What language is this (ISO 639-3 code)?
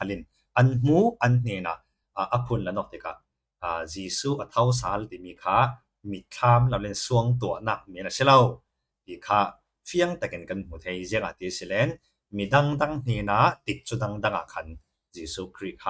cfm